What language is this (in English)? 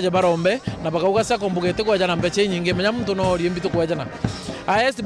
Meru